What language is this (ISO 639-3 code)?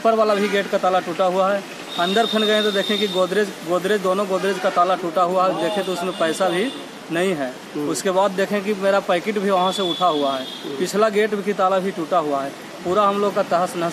mal